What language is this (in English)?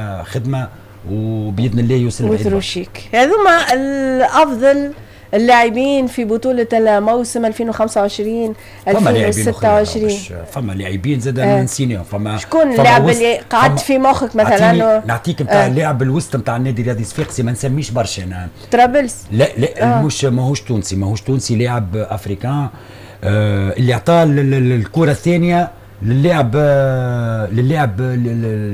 Tunisian Arabic